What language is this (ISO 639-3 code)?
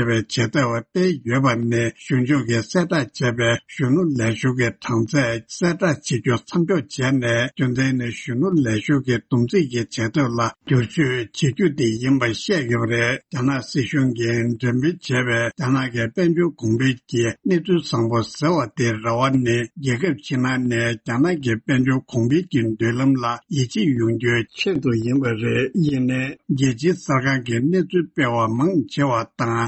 bod